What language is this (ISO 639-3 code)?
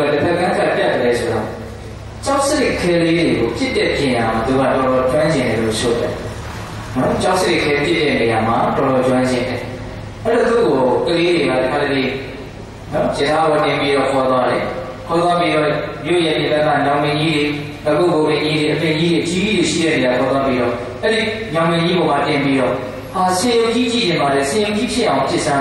mya